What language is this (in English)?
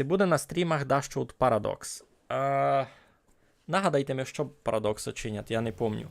Rusyn